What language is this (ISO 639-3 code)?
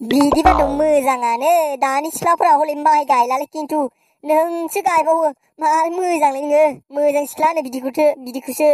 brx